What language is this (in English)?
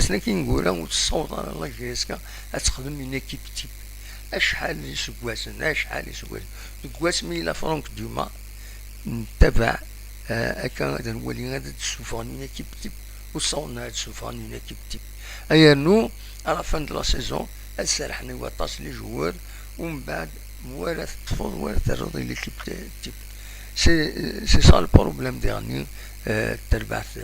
Kabyle